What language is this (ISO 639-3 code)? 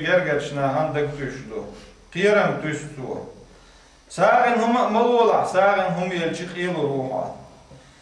che